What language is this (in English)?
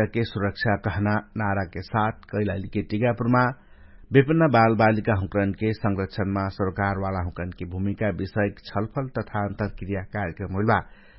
Dangaura Tharu